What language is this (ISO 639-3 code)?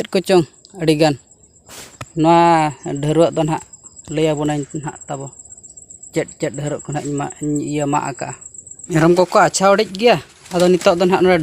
sat